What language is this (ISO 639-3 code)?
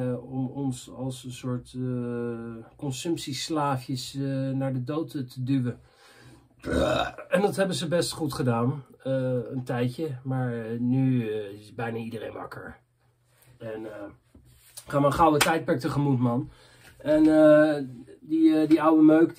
nld